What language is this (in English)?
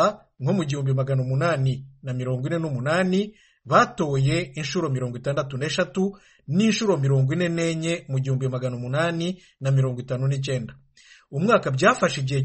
Kinyarwanda